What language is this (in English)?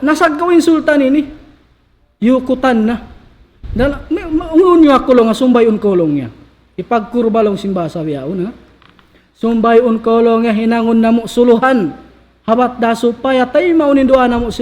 Tausug